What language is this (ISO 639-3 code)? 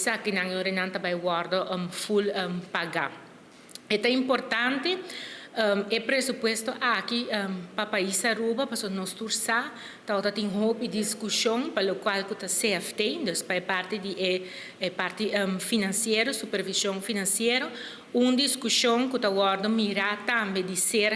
pap